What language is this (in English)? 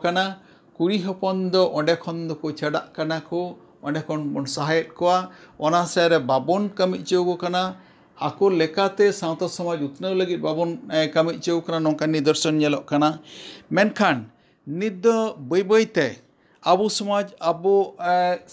Santali